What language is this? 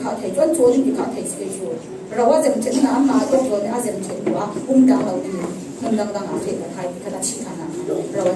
Falam Chin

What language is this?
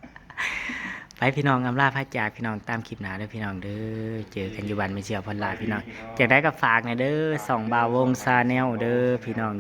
Northeastern Thai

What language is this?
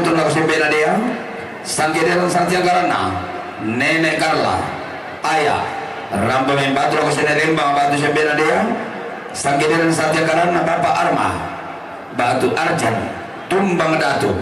Toraja-Sa'dan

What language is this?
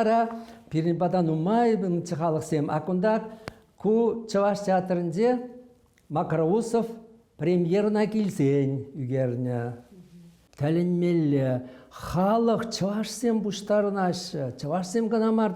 Chuvash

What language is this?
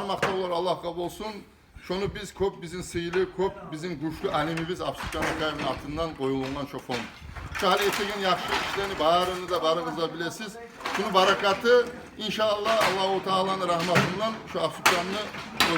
Kumyk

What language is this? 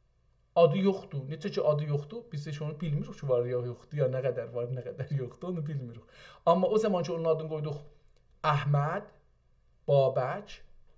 South Azerbaijani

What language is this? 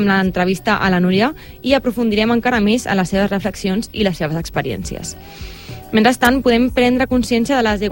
Catalan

